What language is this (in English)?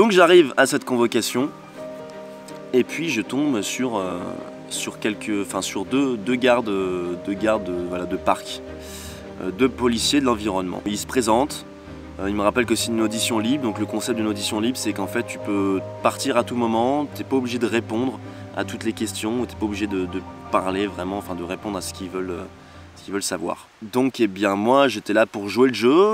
French